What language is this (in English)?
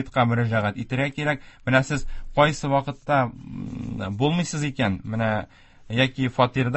Tatar